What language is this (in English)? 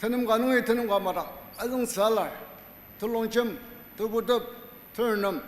Ao Naga